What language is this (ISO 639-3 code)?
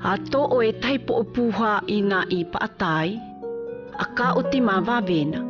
mqm